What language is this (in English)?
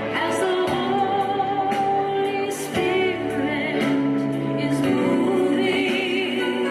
Fijian